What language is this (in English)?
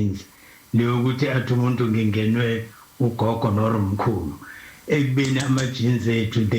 Zulu